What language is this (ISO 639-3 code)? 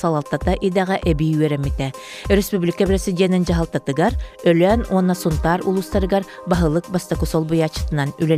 sah